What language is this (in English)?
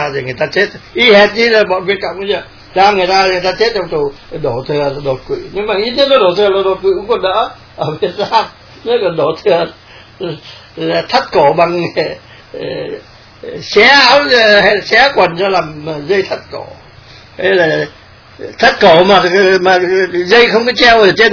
Vietnamese